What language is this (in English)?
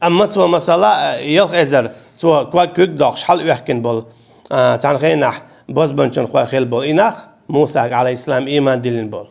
Chechen